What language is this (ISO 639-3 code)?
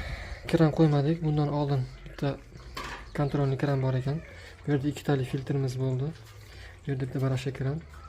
uzb